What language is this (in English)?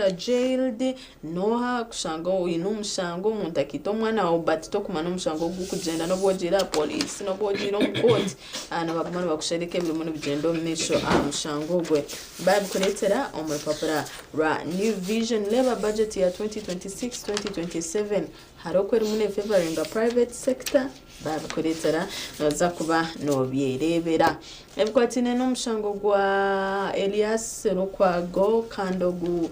Nyankole